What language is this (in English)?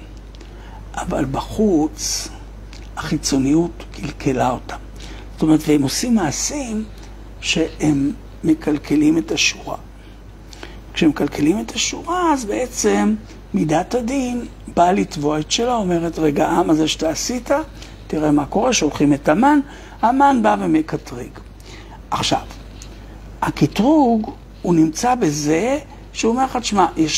Hebrew